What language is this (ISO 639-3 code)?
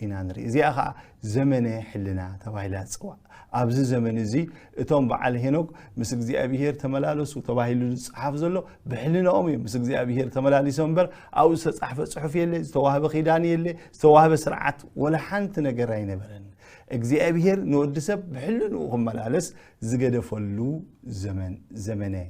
tir